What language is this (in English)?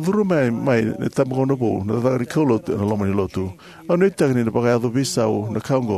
Fijian